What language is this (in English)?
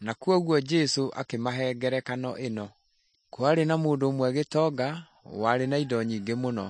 Kikuyu